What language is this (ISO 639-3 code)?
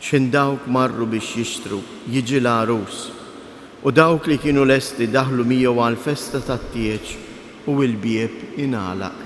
mlt